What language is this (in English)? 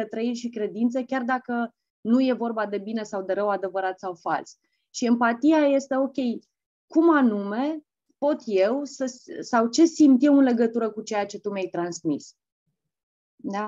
Romanian